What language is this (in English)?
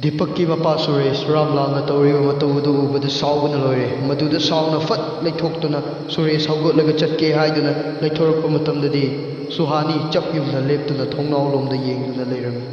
Manipuri